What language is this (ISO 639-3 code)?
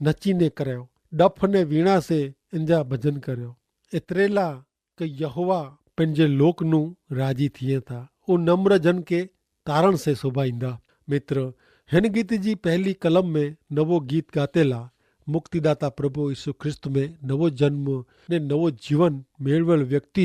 kfr